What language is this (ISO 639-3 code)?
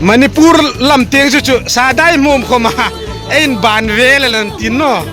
hmr